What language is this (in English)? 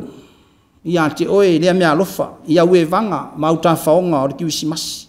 Samoan